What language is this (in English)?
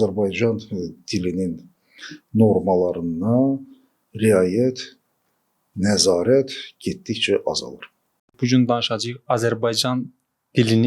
Azerbaijani